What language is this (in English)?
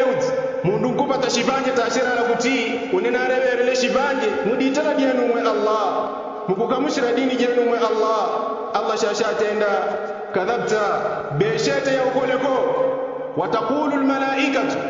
Yao